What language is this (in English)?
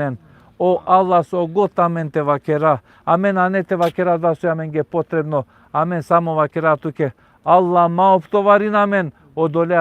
Balkan Romani